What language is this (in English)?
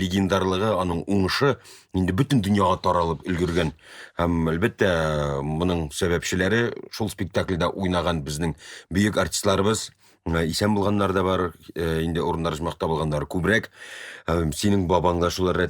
Tatar